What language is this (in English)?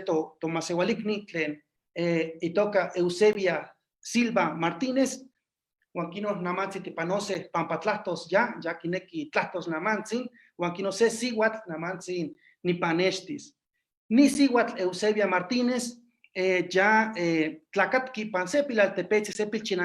Eastern Huasteca Nahuatl